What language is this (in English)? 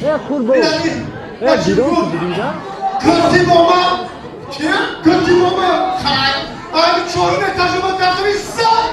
Tajik